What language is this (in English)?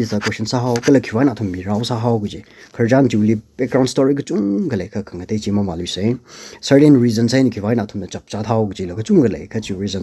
Tangkhul Naga (India)